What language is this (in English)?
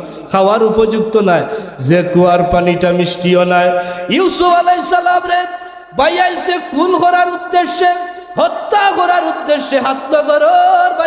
Sylheti